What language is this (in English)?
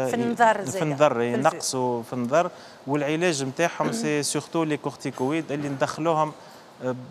Tunisian Arabic